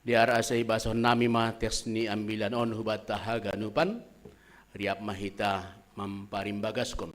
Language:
Batak Simalungun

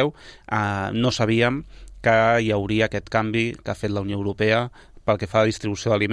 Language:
Catalan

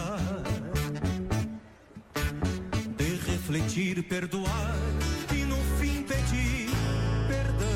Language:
Portuguese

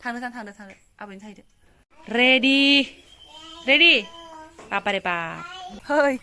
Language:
Bodo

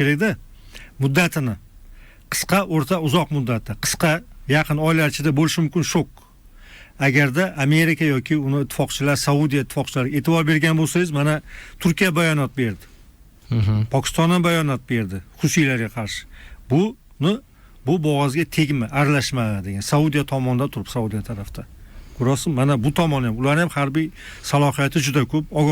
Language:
Uzbek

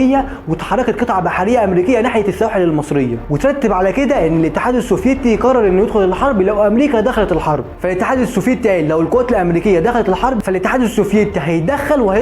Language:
Egyptian Arabic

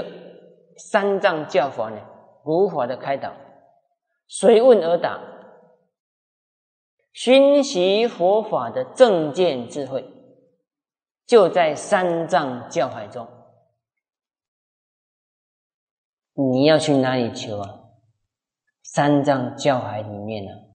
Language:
Chinese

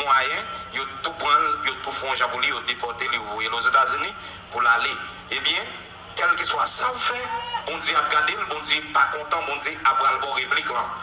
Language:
Haitian Creole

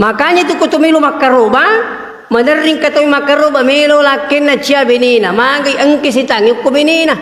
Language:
Buginese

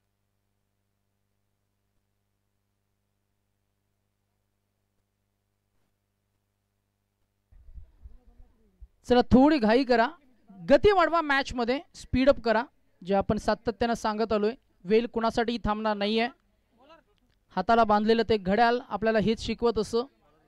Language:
Marathi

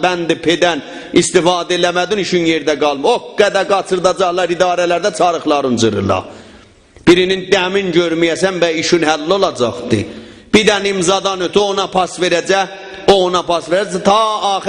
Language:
South Azerbaijani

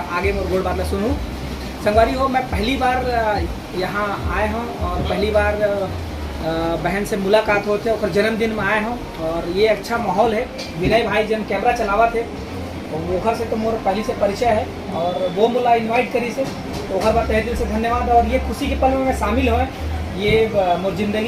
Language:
Chhattisgarhi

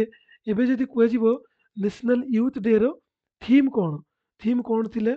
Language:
Odia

